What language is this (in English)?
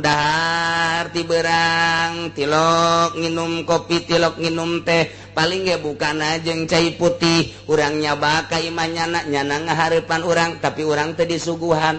Sundanese